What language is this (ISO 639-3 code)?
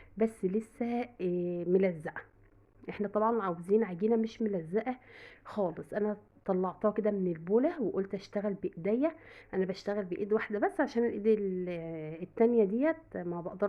arz